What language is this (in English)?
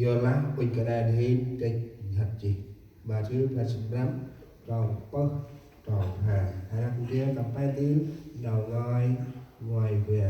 Central Mnong